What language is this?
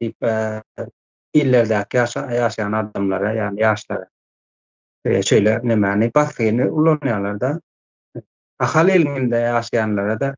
Turkmen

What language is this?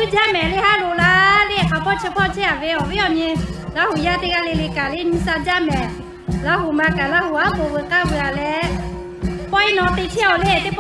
Lahu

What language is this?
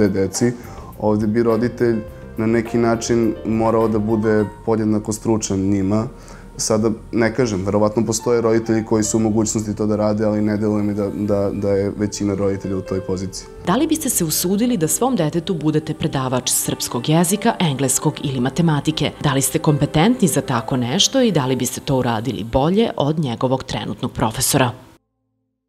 Serbian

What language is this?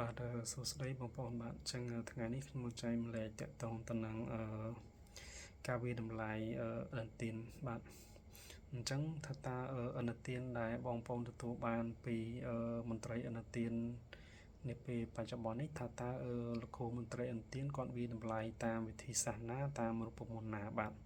Khmer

